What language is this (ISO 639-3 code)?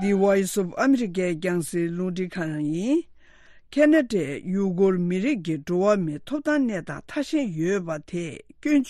bod